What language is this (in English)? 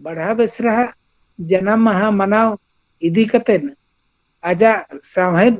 Santali